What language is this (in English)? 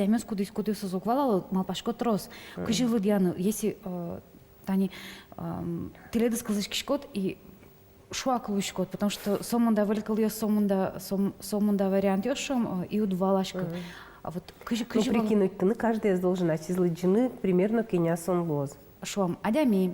Udmurt